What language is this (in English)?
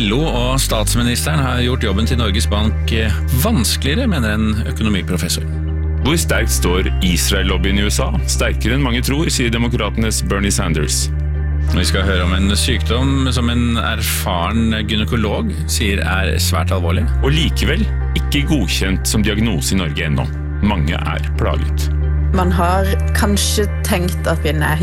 Norwegian